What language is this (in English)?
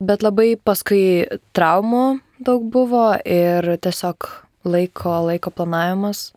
Lithuanian